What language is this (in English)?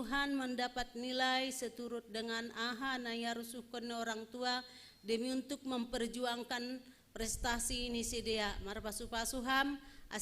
Batak Simalungun